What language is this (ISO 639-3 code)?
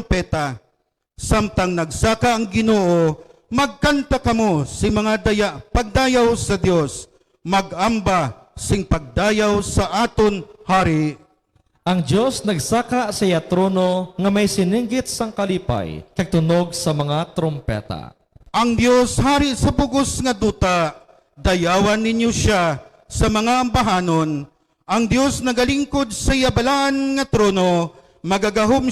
hil